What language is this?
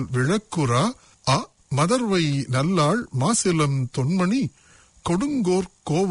Tamil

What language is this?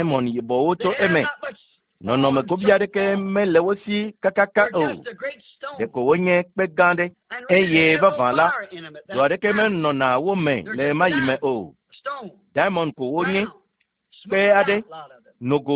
Ewe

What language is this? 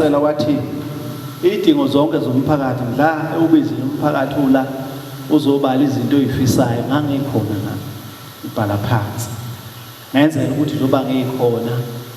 Zulu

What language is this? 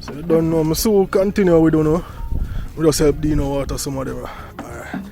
Jamaican Creole English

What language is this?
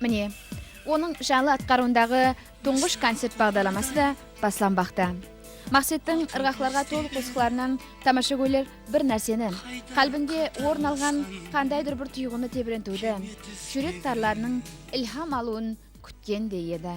Kara-Kalpak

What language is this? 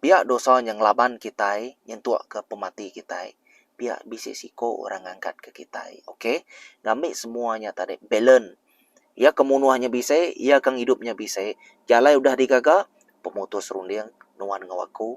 Iban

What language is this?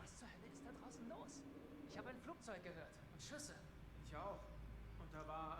Swiss German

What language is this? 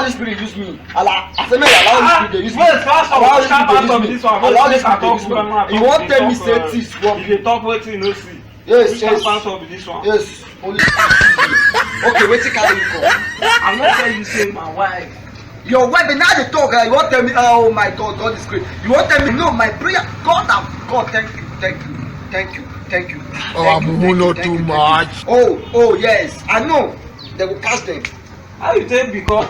Nigerian Pidgin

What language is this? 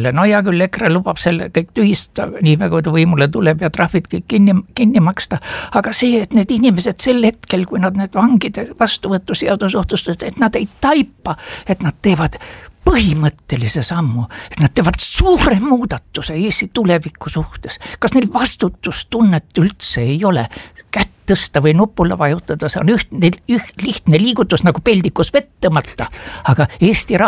Estonian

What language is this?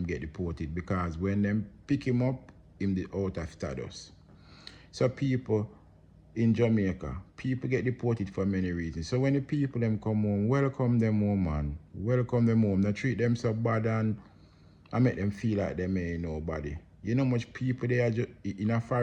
Jamaican Creole English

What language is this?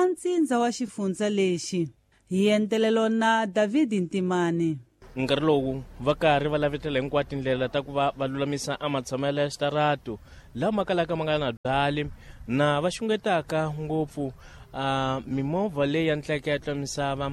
Tsonga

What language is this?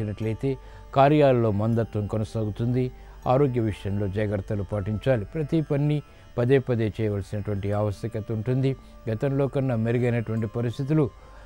Telugu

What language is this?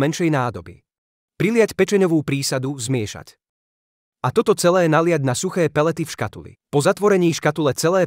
Slovak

